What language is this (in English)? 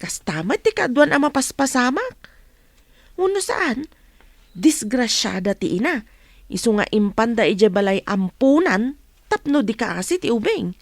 Iloko